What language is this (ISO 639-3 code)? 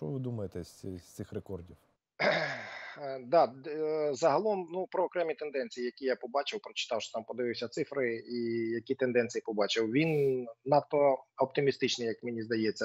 ukr